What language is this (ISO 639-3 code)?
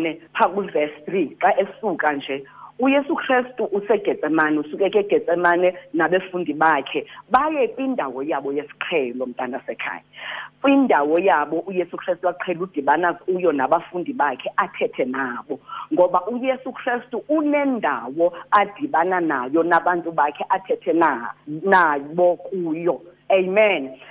xho